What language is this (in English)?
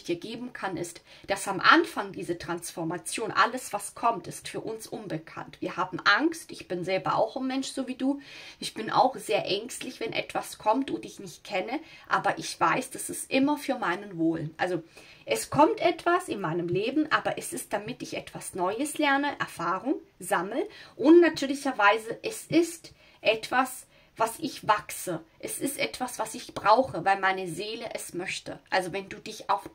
German